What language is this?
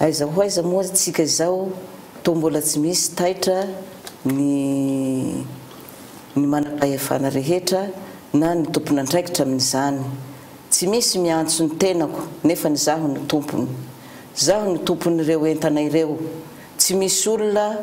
Malagasy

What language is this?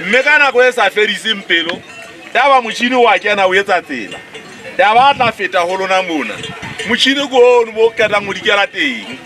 Southern Sotho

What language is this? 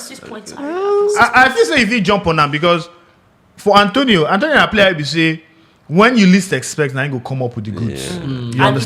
Nigerian Pidgin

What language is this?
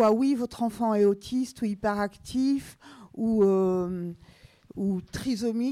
French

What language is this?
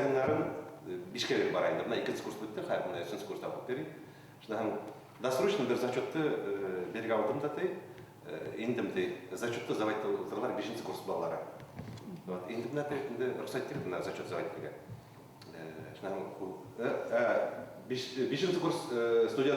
Bashkir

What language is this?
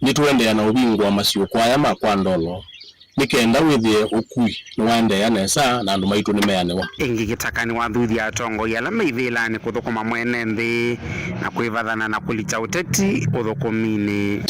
Kamba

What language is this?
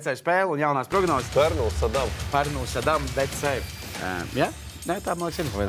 Latvian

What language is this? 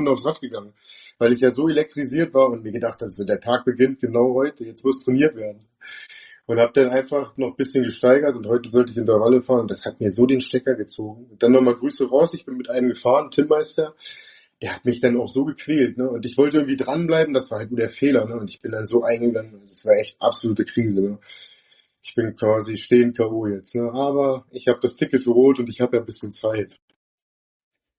German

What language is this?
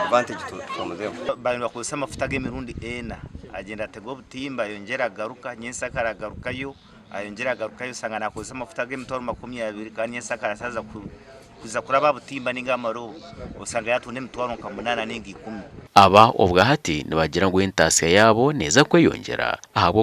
Nyankole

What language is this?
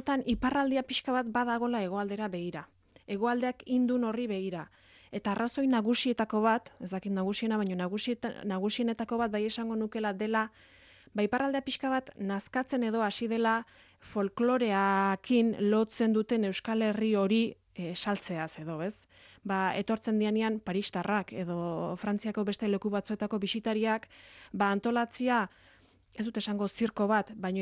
Basque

